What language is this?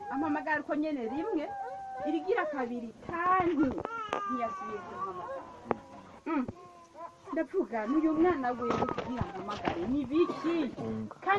Rundi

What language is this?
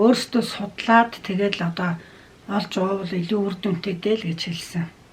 Mongolian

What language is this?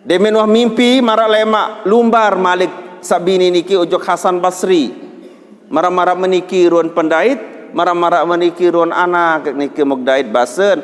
Sasak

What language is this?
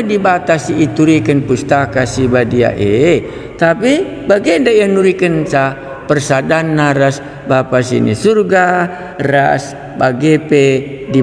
Batak Karo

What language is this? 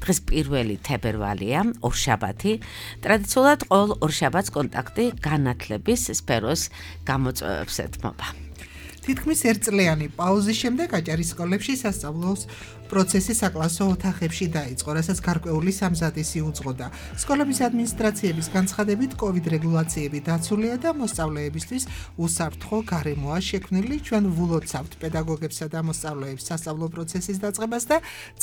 Georgian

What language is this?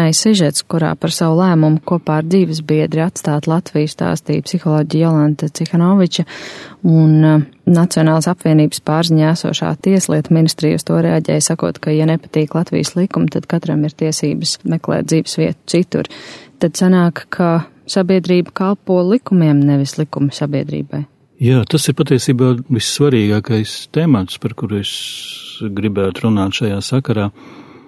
Latvian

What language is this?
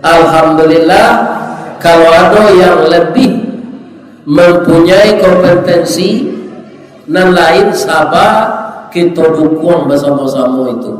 Minangkabau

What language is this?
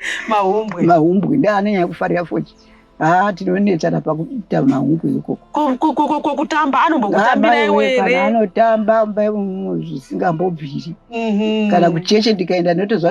Shona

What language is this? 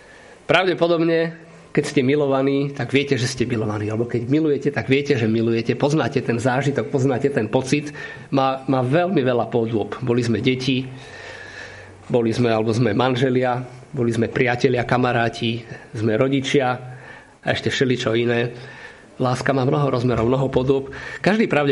Slovak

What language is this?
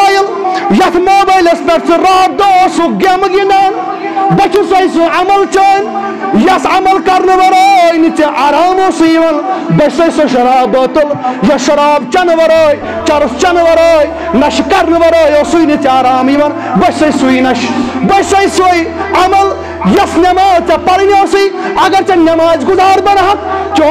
Kashmiri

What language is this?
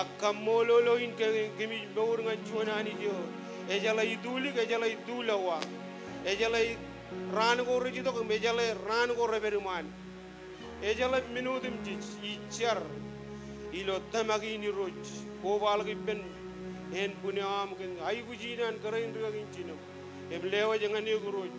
Marshallese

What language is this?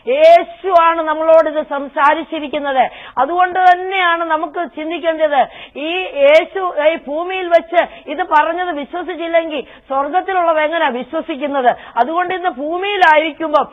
Malayalam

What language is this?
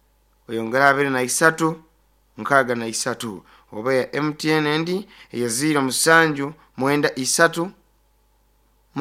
Nyoro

